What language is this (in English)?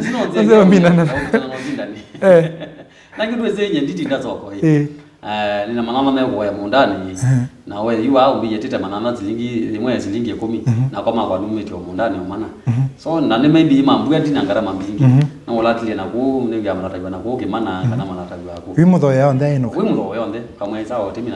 Kamba